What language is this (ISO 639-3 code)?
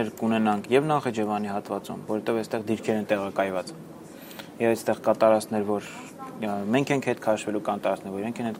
hye